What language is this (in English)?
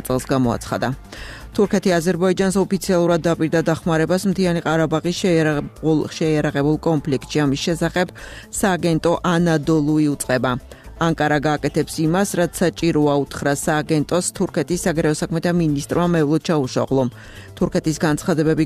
Georgian